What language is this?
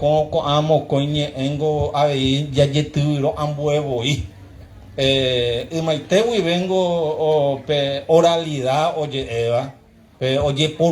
Guarani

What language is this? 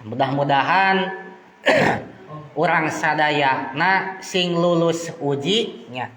Sundanese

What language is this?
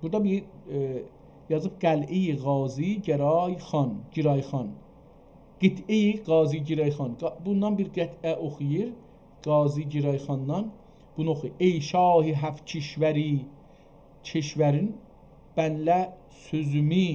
South Azerbaijani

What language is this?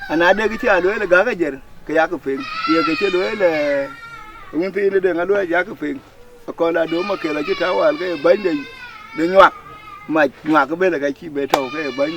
Dinka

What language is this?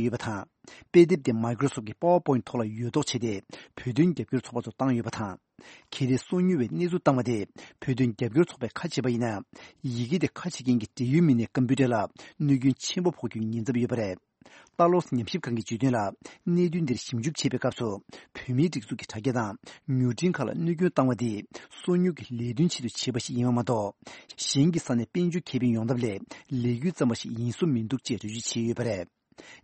Tibetan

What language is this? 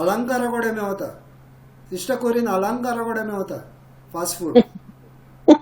Konkani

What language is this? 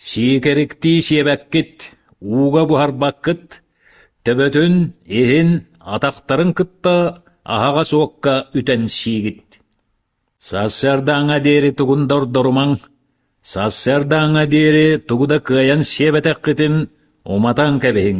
Yakut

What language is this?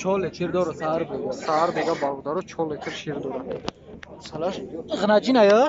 Tajik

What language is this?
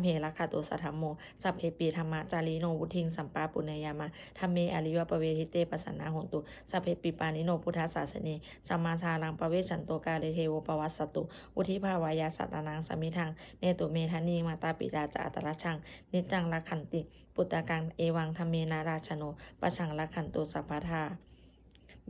Pali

